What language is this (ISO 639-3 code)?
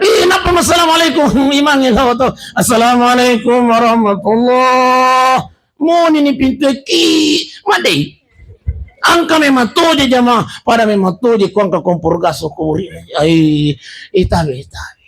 bug